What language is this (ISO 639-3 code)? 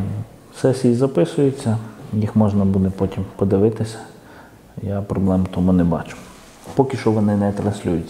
ukr